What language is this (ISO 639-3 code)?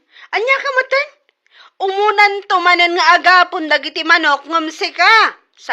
ilo